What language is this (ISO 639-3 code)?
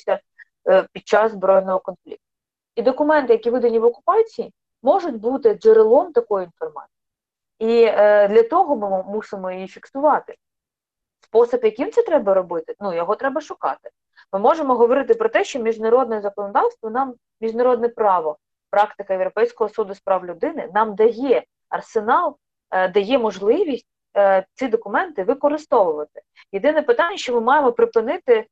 ukr